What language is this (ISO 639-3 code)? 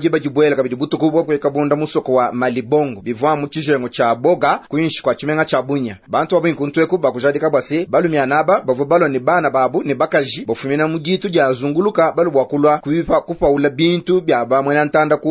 lua